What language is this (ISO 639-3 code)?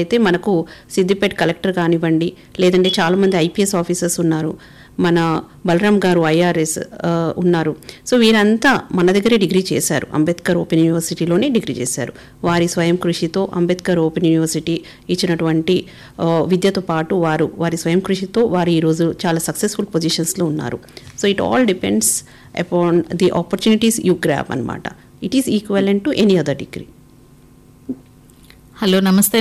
tel